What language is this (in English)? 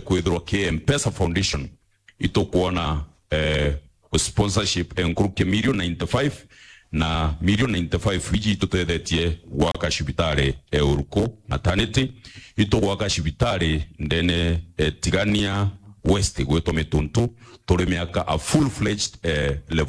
Meru